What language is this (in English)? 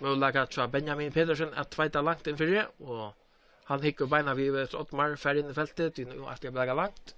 Faroese